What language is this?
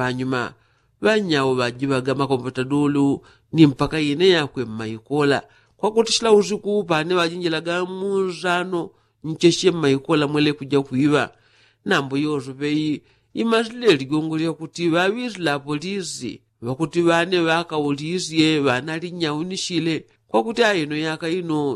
Yao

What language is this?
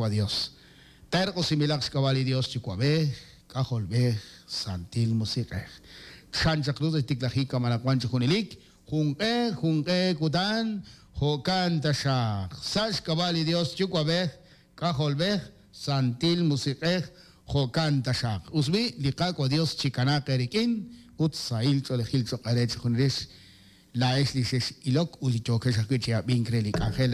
Kekchí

